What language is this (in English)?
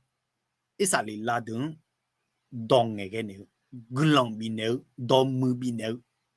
Akha